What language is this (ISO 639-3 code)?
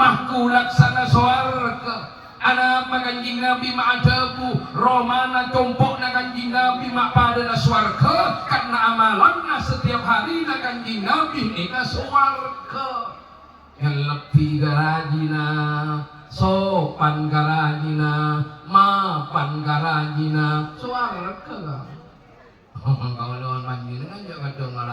mad